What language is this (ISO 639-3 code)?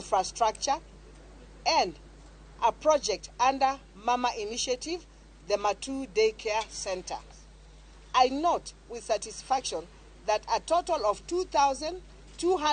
luo